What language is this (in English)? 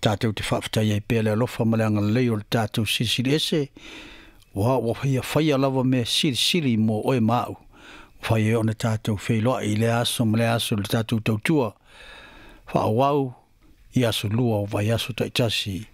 Samoan